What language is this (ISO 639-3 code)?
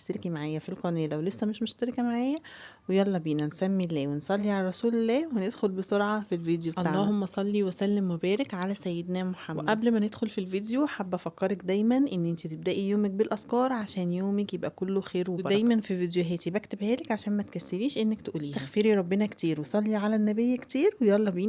arz